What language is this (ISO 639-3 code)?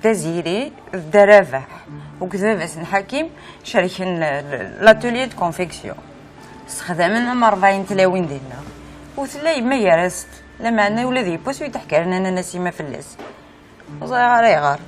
kab